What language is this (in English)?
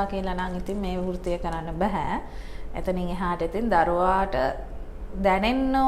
Sinhala